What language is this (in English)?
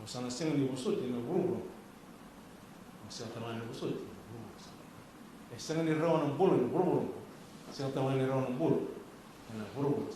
Fijian